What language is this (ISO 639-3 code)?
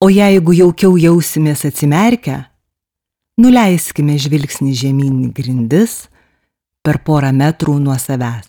lit